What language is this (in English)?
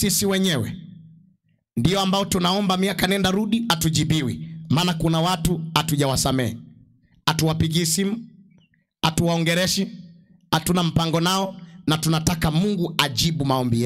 Swahili